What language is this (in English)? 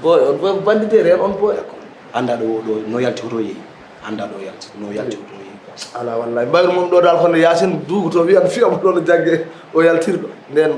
Fula